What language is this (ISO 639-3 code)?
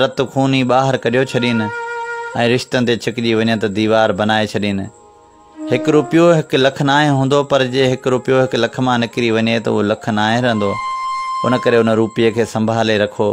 snd